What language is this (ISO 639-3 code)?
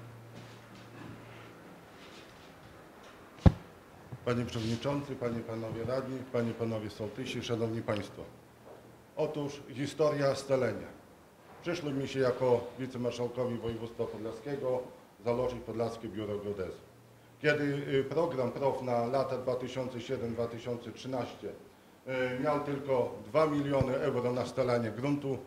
pol